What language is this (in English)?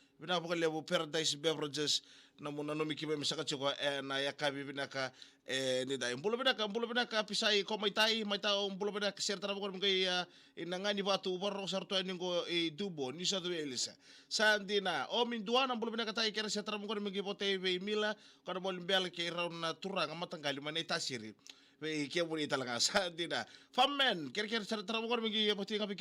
Fijian